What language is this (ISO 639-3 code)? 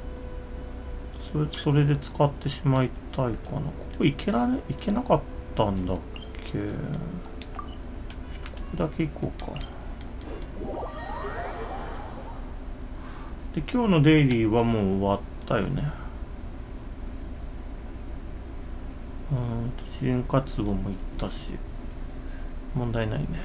jpn